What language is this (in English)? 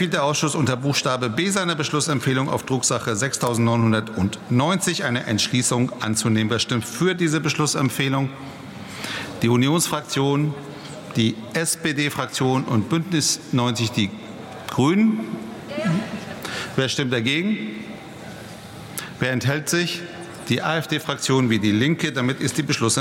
German